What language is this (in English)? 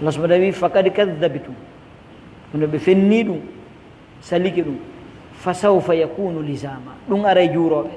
Pular